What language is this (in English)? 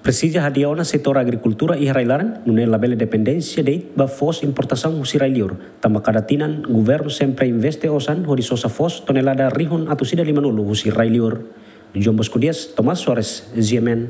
Tetum